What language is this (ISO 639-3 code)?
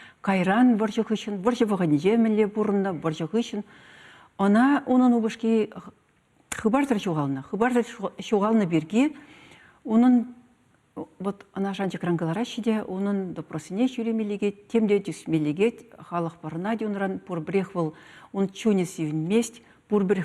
chv